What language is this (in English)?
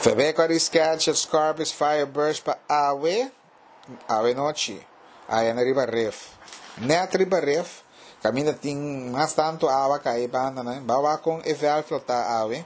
Papiamento